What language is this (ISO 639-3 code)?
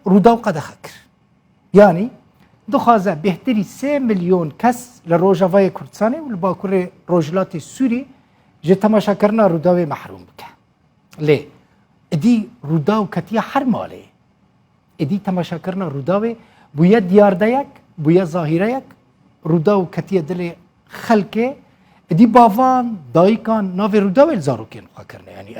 kur